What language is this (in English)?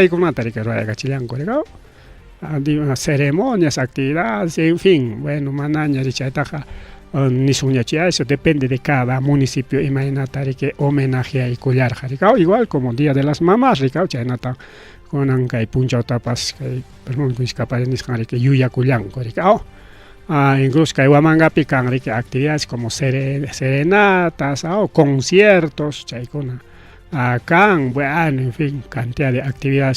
Ayacucho Quechua